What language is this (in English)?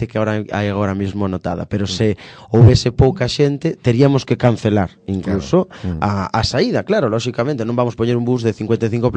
Galician